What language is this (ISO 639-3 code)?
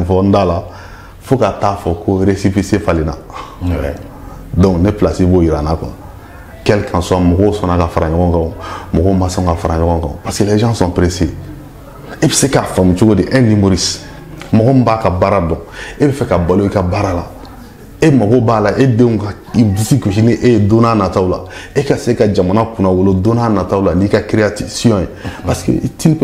bam